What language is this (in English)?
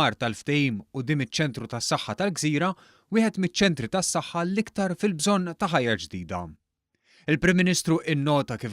Maltese